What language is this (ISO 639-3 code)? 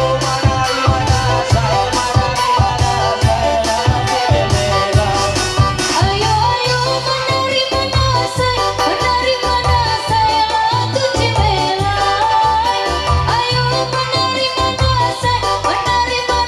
mhy